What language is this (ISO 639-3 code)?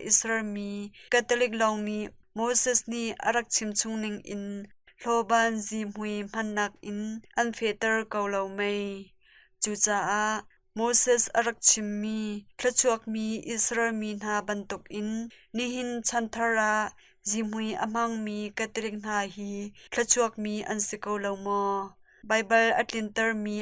cnh